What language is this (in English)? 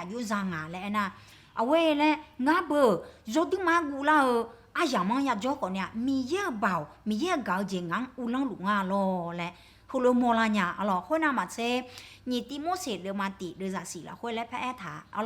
Akha